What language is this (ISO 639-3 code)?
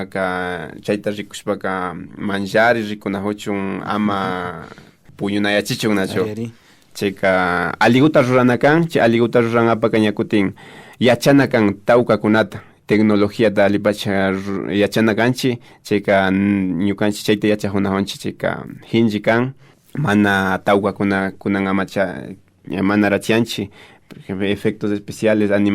qvi